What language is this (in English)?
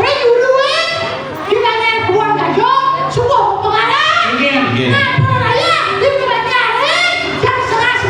Balinese